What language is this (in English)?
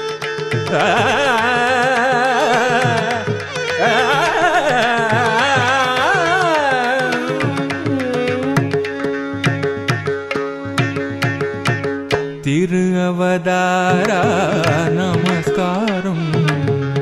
Tamil